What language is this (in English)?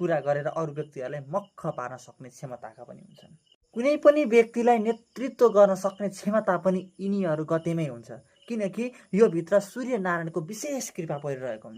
Nepali